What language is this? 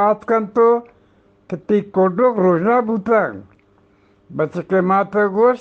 Eastern Balochi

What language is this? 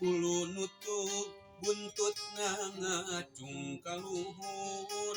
Sundanese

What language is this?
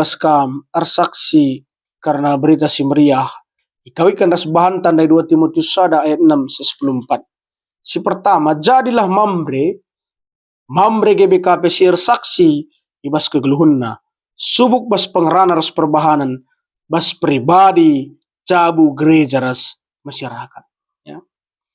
Batak Karo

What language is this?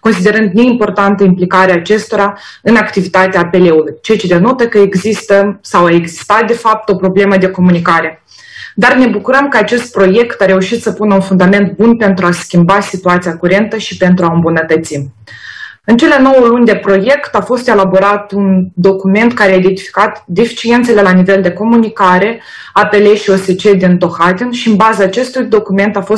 Romanian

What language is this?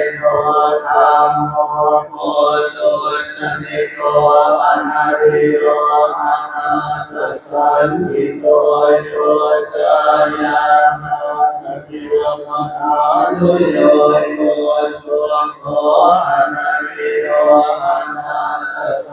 Pali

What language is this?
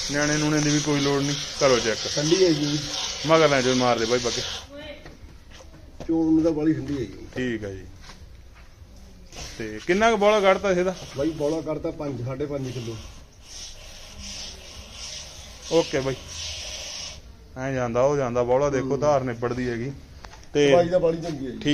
Punjabi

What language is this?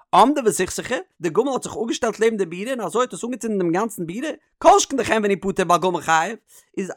Yiddish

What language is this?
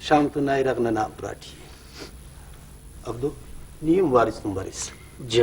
Brahui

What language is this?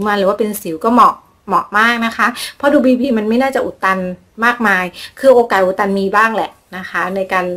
Thai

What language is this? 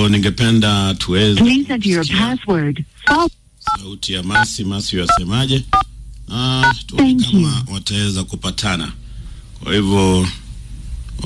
Swahili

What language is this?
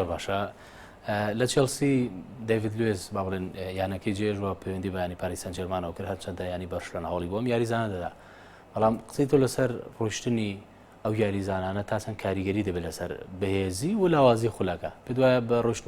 Central Kurdish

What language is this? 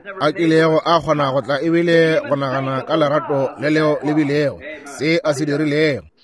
Northern Sotho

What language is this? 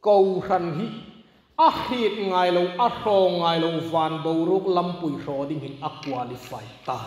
Hmar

